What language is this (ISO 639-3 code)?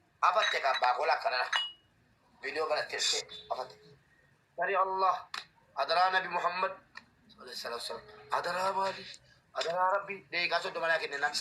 orm